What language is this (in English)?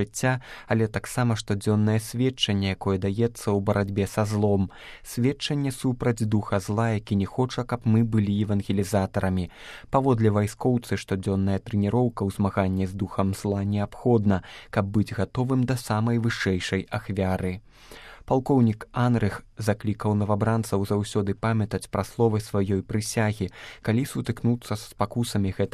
Belarusian